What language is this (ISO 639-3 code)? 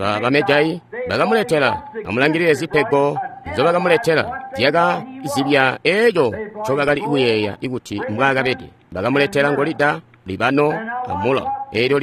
toi